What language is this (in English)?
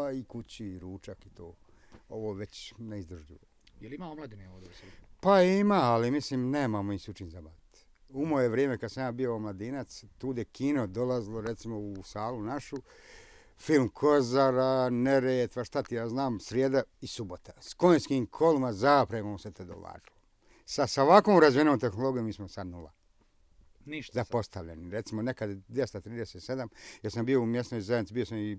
Bosnian